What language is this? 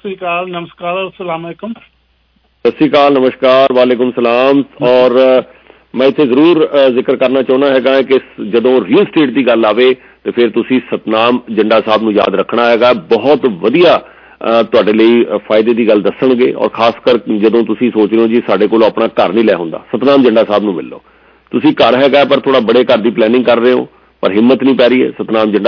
Punjabi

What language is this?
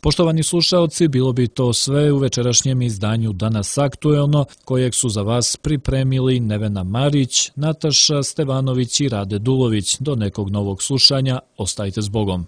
Croatian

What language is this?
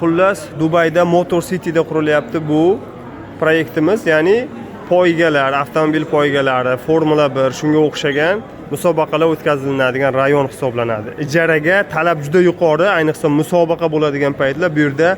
Uzbek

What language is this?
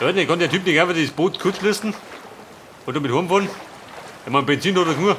Bavarian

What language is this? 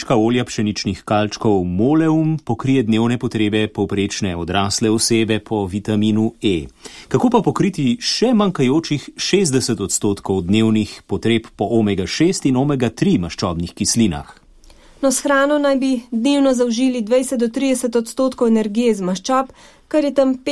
Slovenian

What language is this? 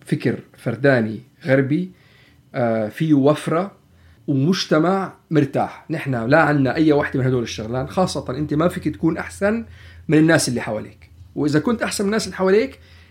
North Levantine Arabic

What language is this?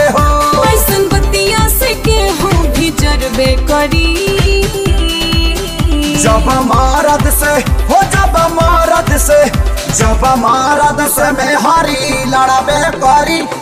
Bhojpuri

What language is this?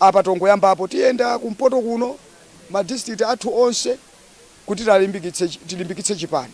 Nyanja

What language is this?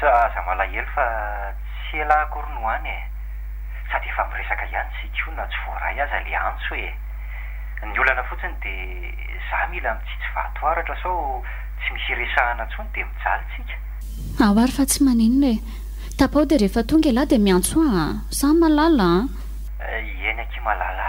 Malagasy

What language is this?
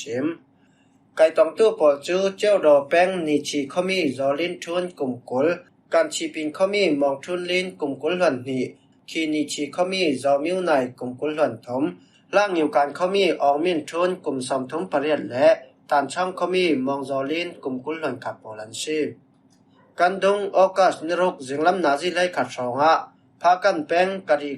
Falam Chin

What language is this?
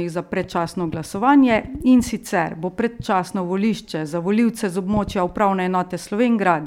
Slovenian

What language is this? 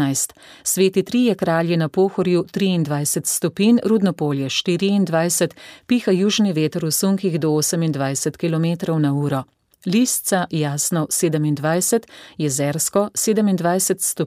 Slovenian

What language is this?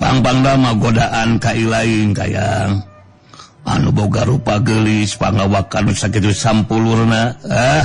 Sundanese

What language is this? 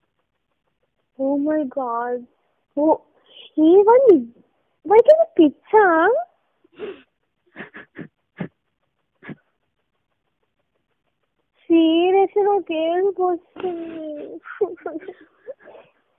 Telugu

